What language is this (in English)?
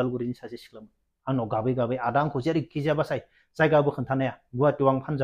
Bodo